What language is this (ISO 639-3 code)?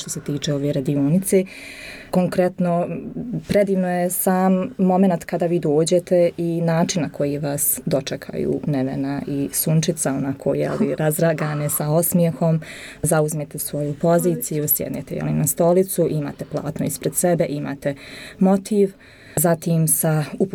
srp